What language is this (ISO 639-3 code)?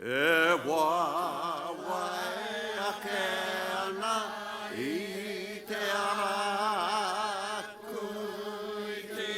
mri